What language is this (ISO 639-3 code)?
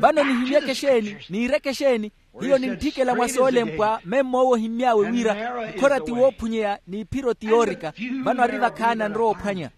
vmw